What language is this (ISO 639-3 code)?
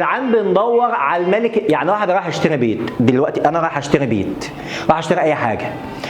arz